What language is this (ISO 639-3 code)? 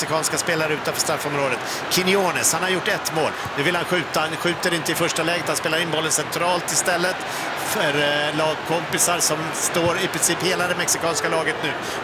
swe